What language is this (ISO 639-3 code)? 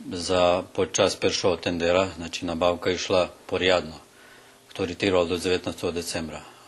rue